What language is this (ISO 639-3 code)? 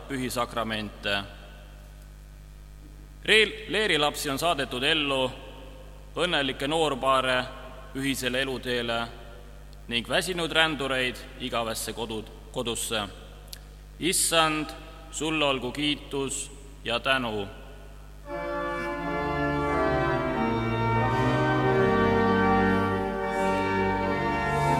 est